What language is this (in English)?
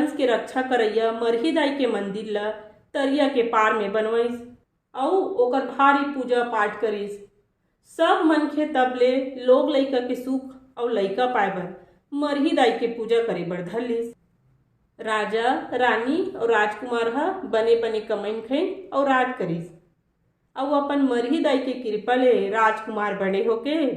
Chhattisgarhi